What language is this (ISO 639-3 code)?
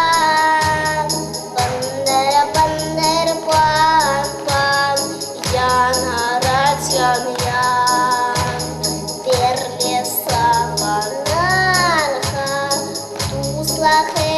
chv